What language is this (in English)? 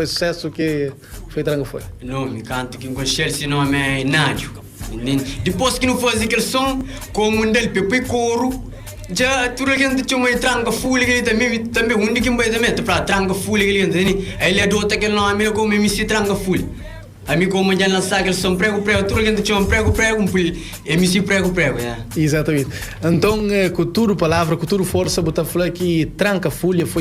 Kabuverdianu